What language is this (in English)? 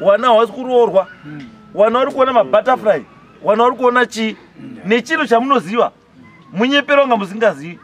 Shona